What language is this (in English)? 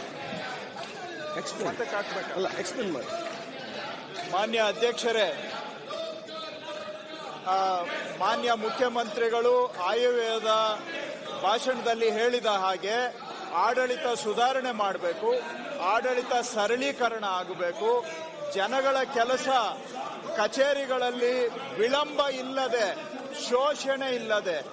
Kannada